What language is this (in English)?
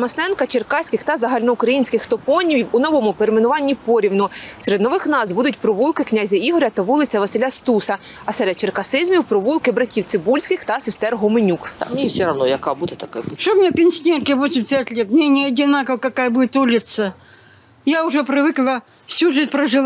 Ukrainian